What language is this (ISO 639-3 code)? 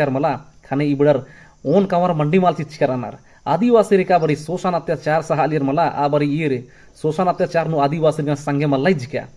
kru